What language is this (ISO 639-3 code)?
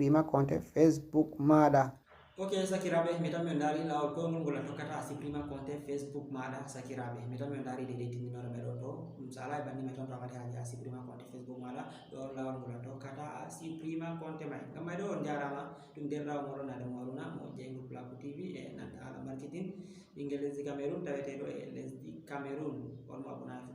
ful